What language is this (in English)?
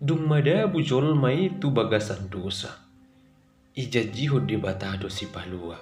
Batak Toba